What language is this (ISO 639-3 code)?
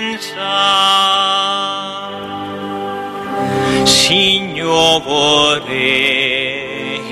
ita